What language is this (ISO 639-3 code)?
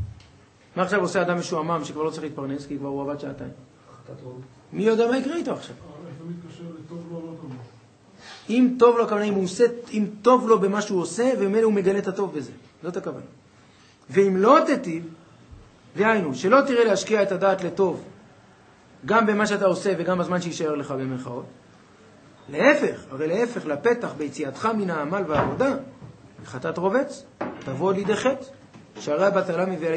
heb